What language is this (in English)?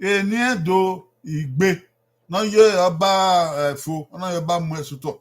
Bini